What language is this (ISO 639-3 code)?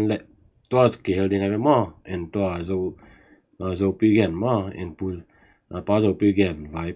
ctd